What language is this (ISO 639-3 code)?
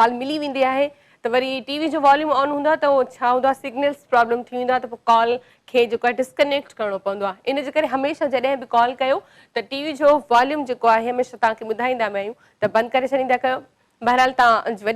snd